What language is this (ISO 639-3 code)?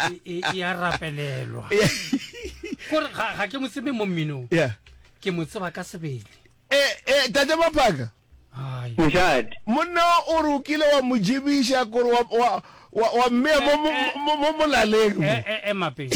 nso